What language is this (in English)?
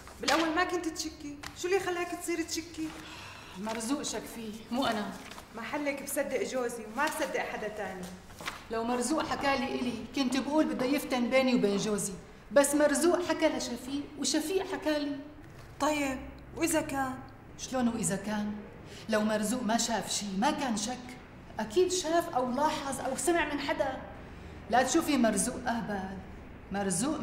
North Levantine Arabic